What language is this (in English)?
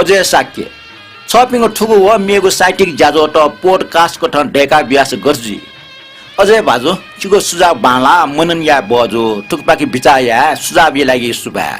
Newari